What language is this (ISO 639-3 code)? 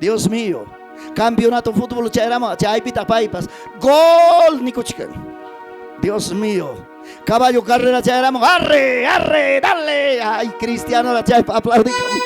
quy